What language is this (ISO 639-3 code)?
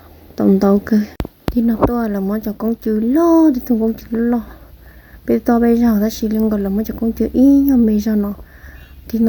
hmn